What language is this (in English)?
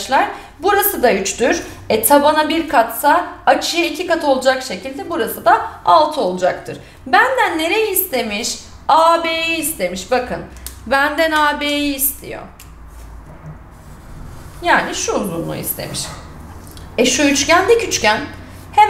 Turkish